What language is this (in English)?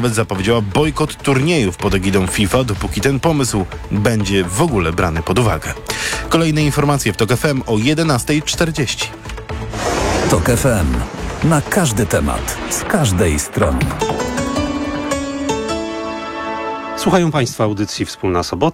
Polish